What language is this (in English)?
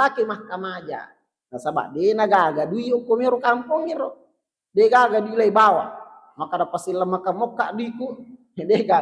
Buginese